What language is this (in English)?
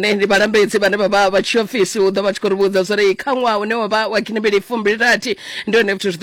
Venda